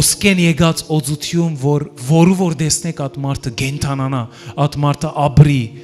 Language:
Western Armenian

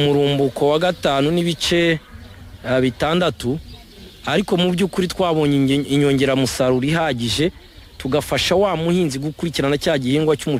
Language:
Kinyarwanda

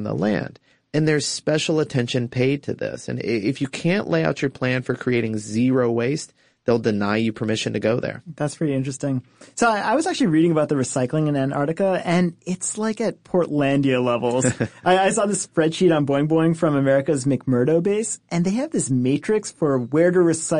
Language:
English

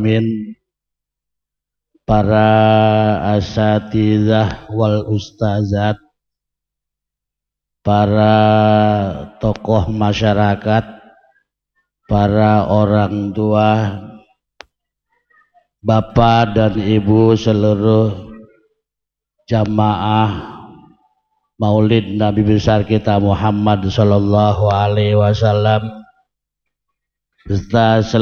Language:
Indonesian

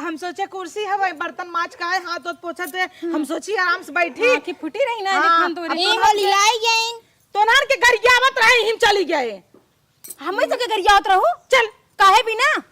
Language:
Awadhi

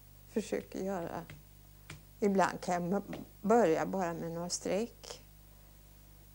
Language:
Swedish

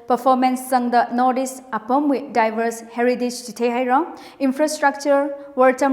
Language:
Tangkhul Naga (India)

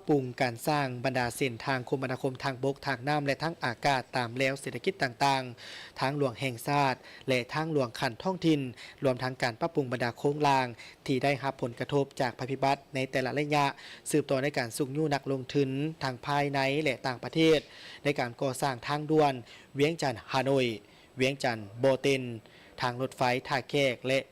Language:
Lao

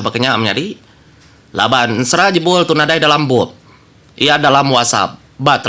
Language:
Iban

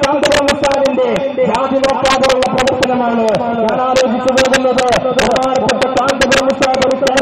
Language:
Malayalam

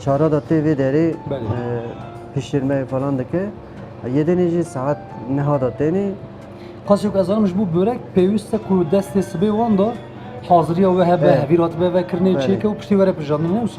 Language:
Kurdish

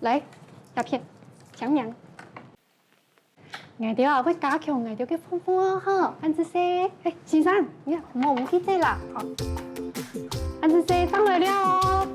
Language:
Hakka Chinese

